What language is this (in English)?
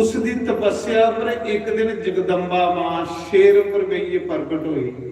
Dogri